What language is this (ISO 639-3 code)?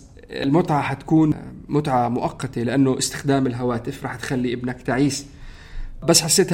apc